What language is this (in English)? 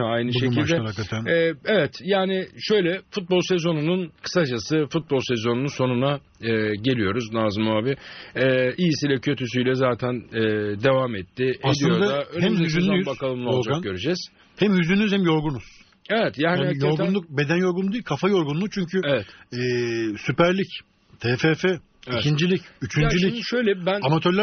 Turkish